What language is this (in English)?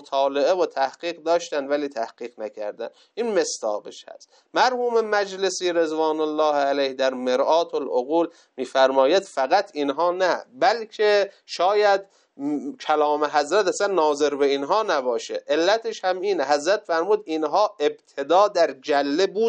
Persian